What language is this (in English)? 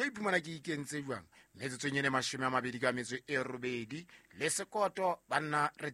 Southern Sotho